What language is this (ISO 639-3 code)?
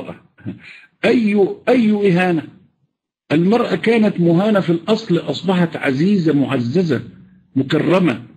ara